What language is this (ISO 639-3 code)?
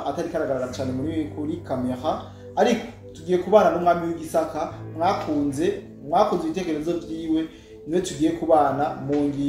run